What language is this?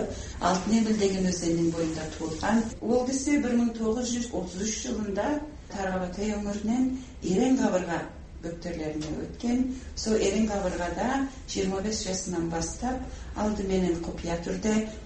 Kazakh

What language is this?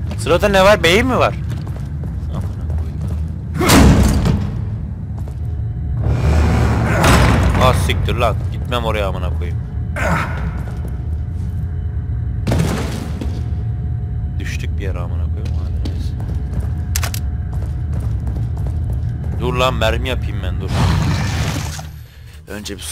Turkish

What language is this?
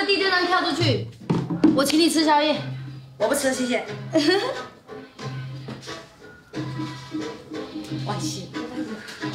Chinese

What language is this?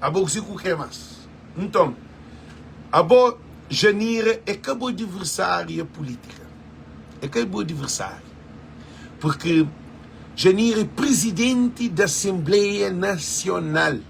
Kabuverdianu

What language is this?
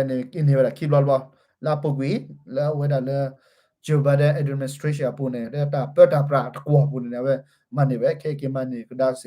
S'gaw Karen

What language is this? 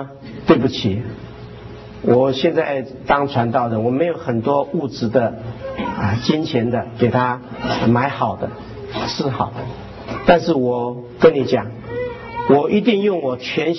Chinese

